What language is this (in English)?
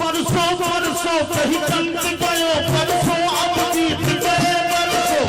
Maithili